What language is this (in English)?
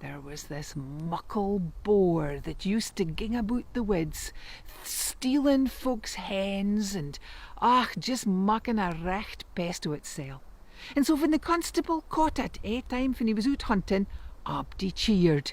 Scots